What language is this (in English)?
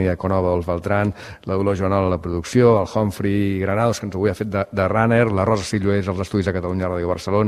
Catalan